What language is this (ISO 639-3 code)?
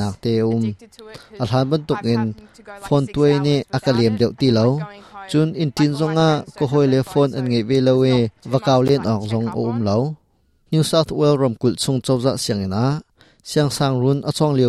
cnh